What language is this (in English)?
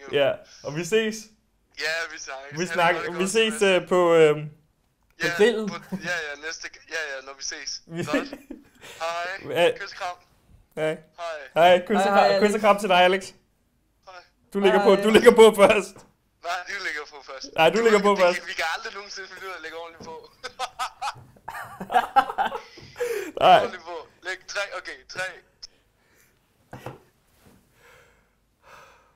Danish